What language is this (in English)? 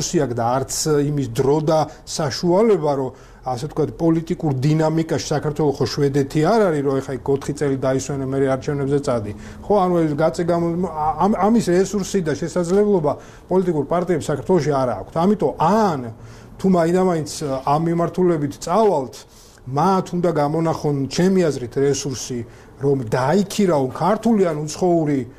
Georgian